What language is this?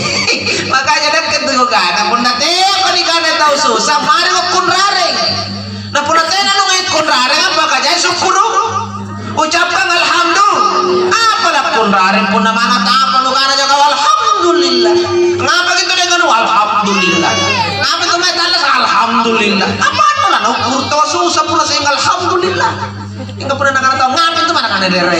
Makasar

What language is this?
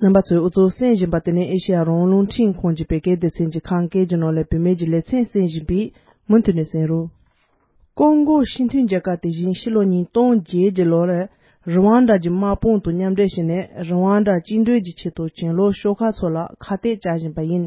Tibetan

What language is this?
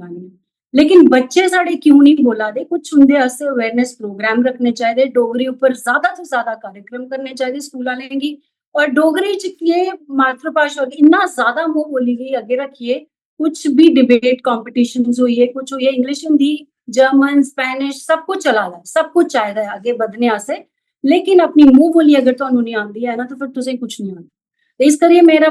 Dogri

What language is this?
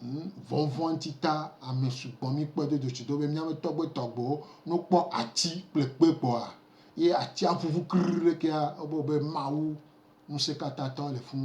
Gen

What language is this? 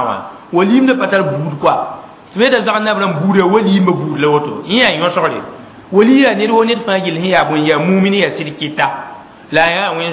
Mossi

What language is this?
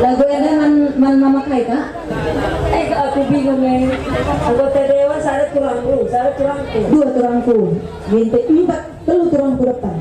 Batak Karo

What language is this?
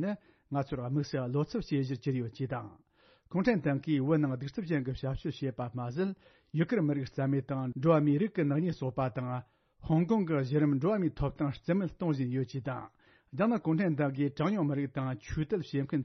Tibetan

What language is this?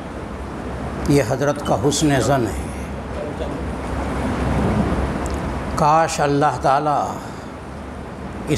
Urdu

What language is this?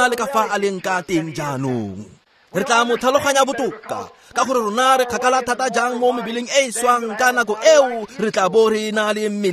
Tswana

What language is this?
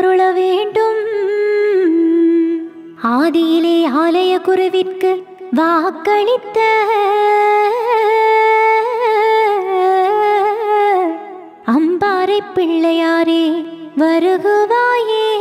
Tamil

